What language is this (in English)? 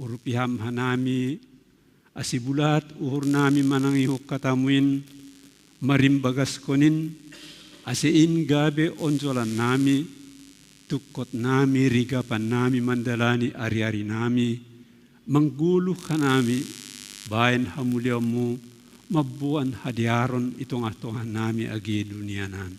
Batak Simalungun